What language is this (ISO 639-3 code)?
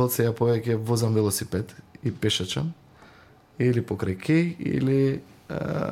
mkd